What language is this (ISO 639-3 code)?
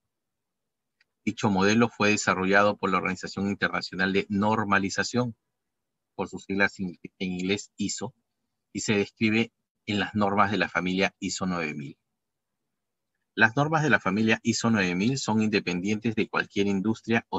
spa